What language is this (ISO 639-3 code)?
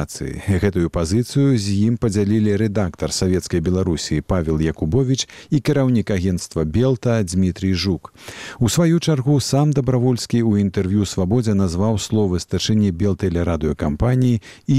bel